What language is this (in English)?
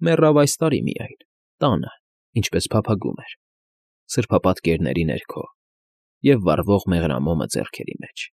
Armenian